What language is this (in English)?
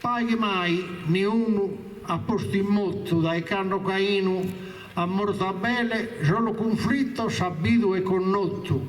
Sardinian